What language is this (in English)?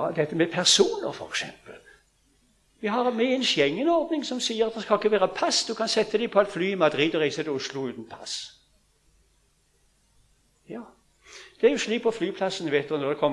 Norwegian